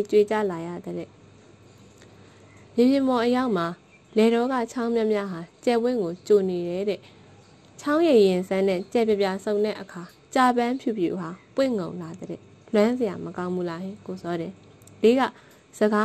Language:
Burmese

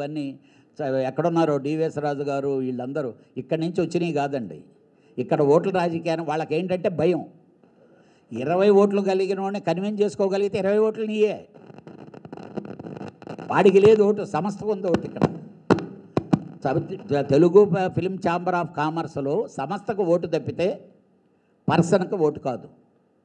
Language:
Telugu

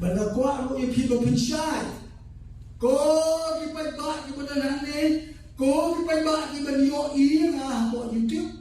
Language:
Khasi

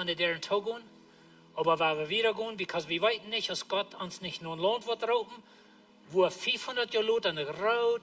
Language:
Plautdietsch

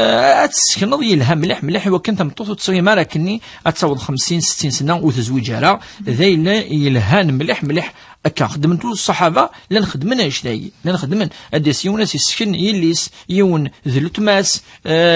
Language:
Kabyle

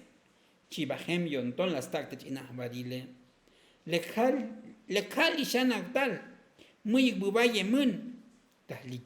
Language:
Tzotzil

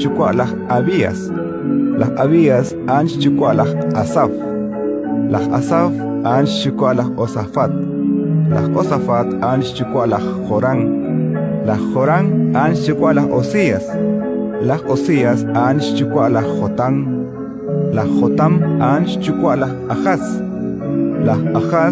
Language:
Kekchí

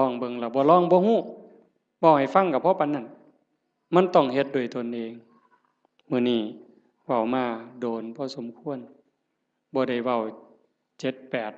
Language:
Northeastern Thai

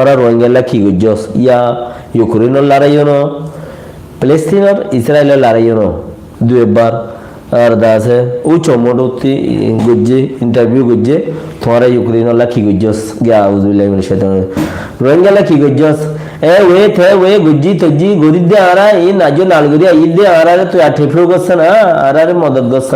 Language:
Rohingya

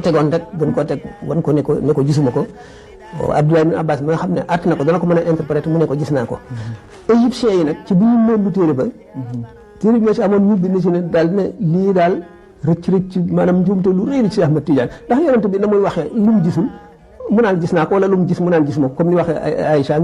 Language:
Wolof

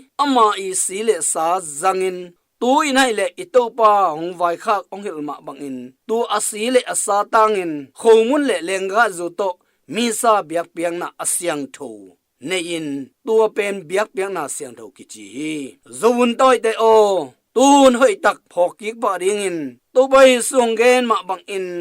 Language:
Tedim Chin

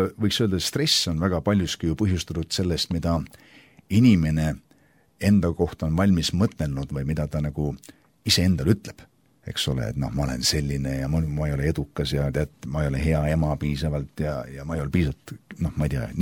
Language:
Estonian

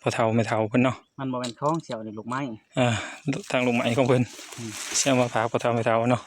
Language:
Northeastern Thai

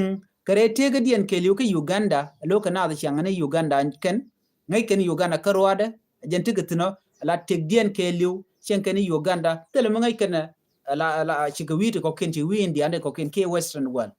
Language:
Nuer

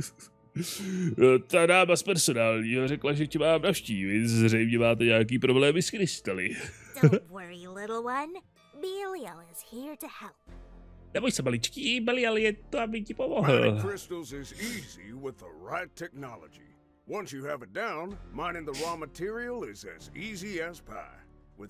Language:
Czech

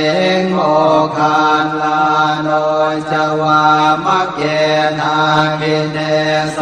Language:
Pali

